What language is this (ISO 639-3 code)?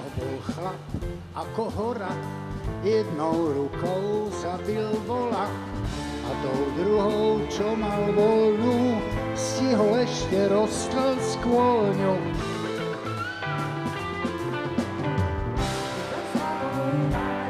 slk